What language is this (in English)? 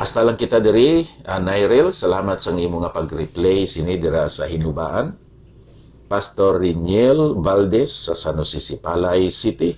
Hiligaynon